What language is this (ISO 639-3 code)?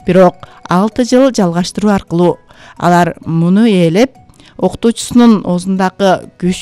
kir